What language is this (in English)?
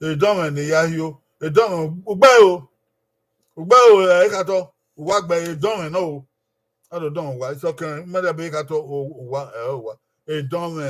Bini